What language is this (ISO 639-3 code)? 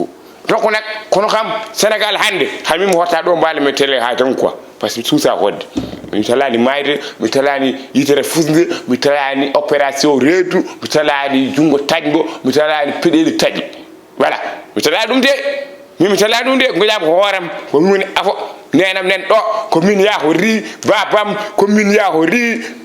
ful